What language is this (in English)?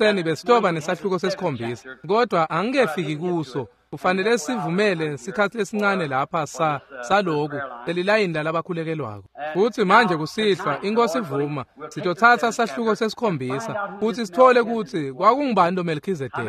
Swati